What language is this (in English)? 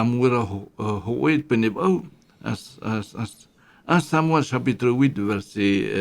Tahitian